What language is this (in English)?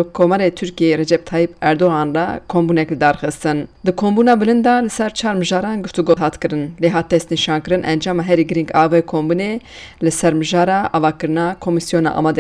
Kurdish